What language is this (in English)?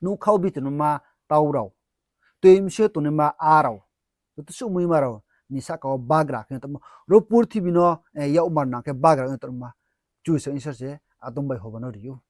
Riang (India)